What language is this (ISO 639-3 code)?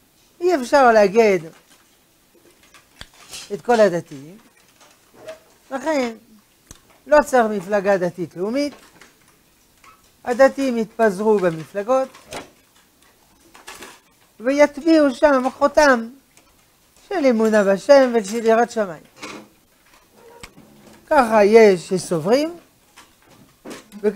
heb